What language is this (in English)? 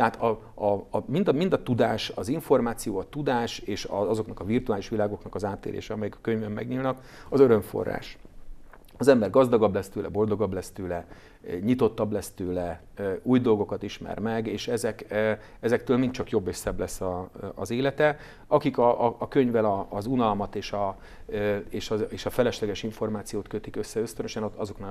Hungarian